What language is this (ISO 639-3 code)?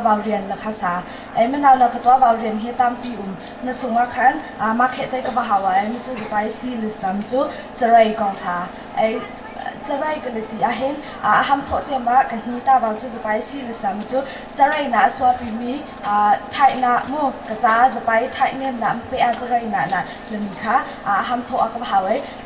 cnh